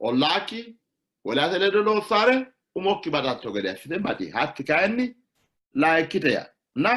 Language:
Sidamo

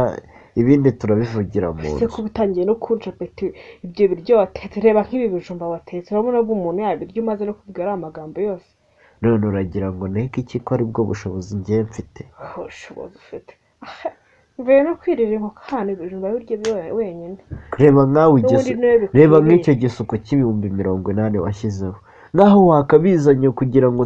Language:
Kinyarwanda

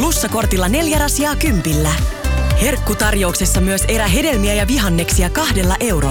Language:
Finnish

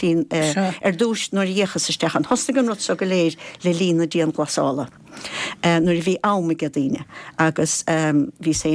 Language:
Irish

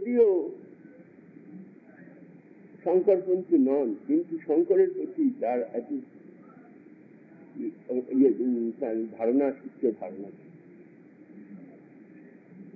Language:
Bangla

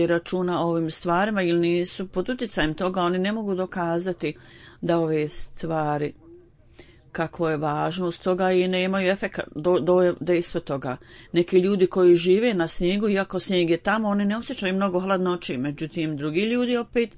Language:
Bosnian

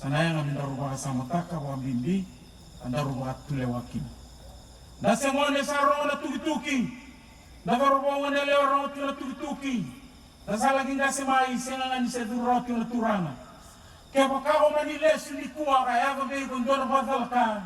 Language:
Fijian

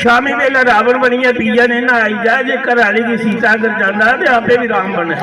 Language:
Dogri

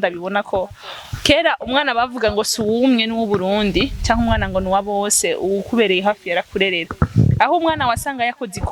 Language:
Rundi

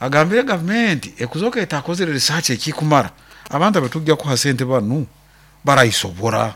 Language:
Nyoro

